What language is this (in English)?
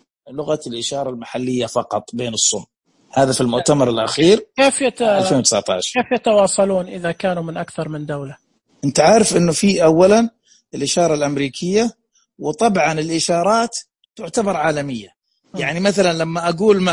Najdi Arabic